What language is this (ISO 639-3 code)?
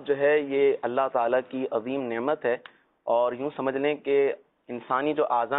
urd